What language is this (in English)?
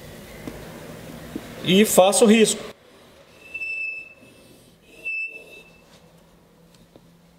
Portuguese